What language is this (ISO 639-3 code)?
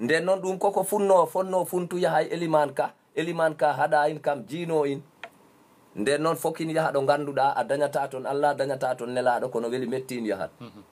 ful